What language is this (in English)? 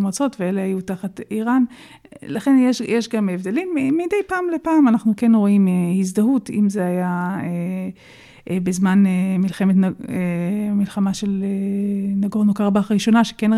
Hebrew